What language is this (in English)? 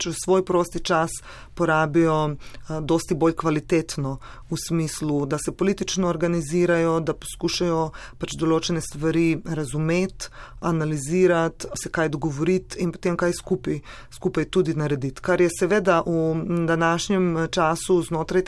Slovenian